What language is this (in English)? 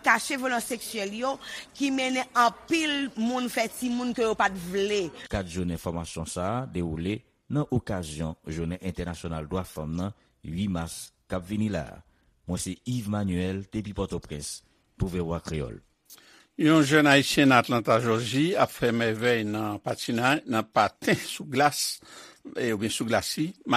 Haitian Creole